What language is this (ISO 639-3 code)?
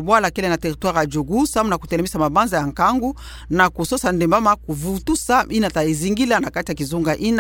ktu